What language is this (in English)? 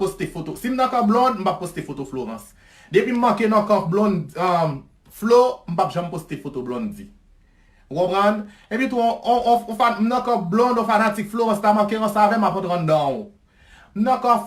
Haitian Creole